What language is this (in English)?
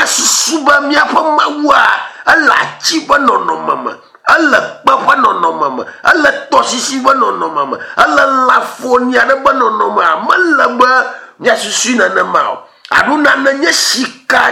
Ewe